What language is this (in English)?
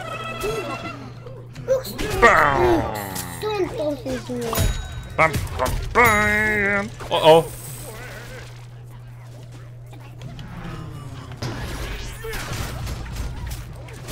Finnish